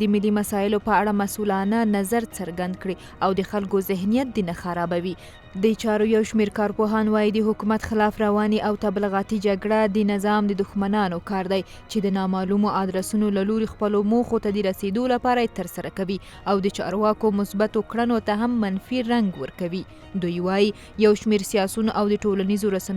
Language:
Pashto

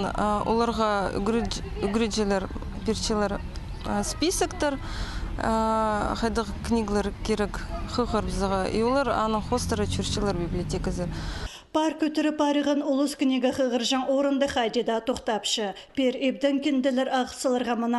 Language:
Khakas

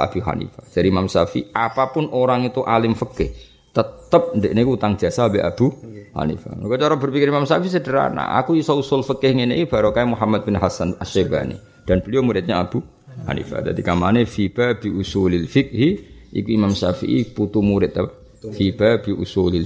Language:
Javanese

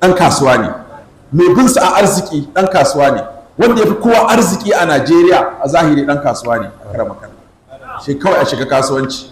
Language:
Hausa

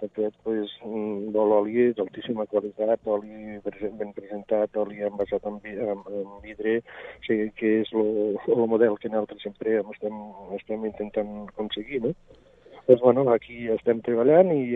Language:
Catalan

